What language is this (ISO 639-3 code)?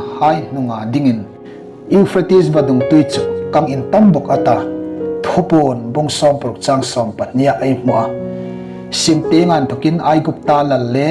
hmr